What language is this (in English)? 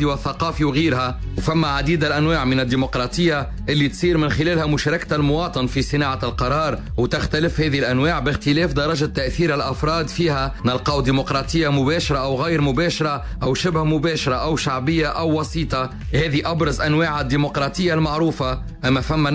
Tunisian Arabic